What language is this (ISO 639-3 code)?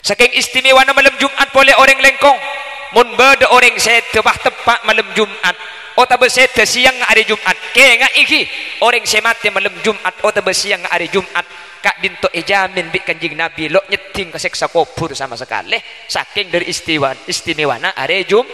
mad